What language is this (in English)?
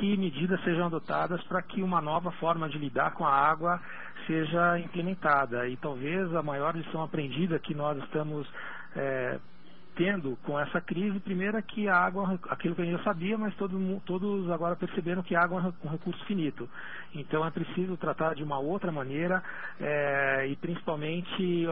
Portuguese